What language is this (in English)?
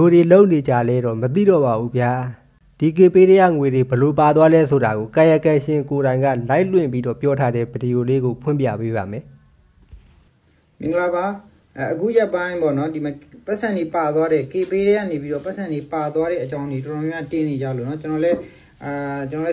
Burmese